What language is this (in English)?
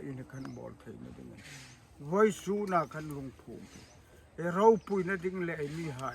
Hmar